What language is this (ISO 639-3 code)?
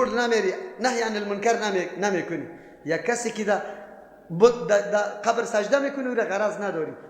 fas